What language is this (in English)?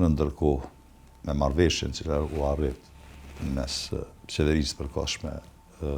Albanian